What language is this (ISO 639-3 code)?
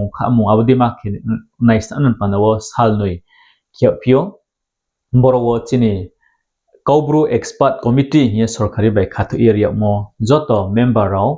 ria